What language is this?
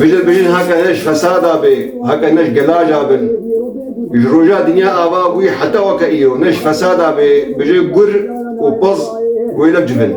Kurdish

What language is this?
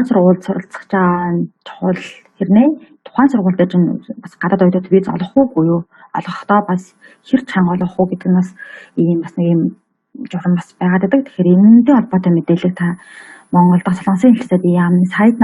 Mongolian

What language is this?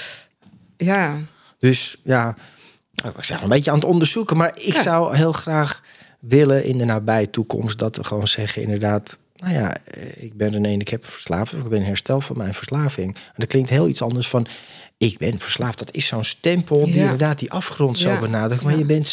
Dutch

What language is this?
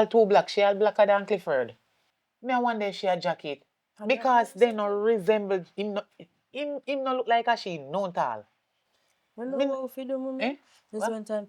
Jamaican Creole English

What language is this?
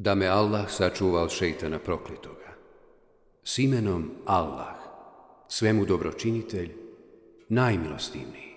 Bosnian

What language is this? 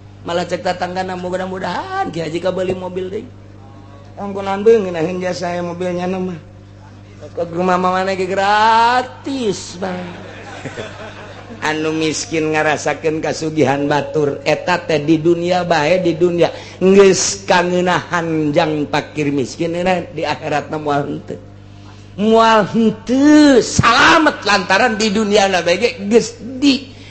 Sundanese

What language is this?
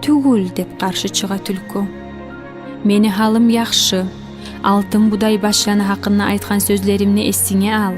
Kumyk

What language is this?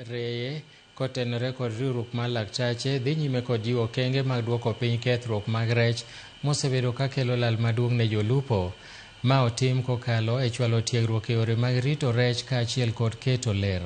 Luo (Kenya and Tanzania)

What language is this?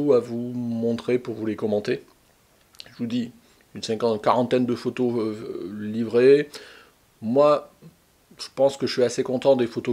French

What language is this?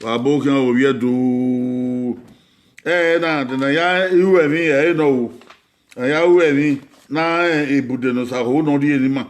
Bini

